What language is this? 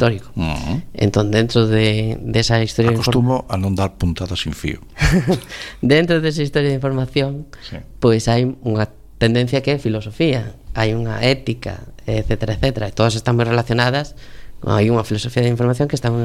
Galician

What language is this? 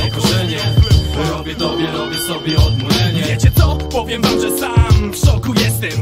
Polish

